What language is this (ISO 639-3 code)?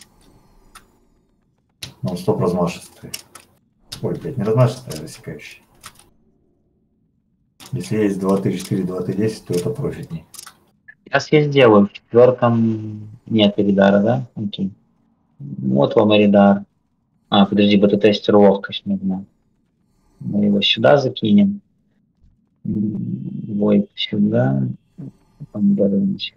rus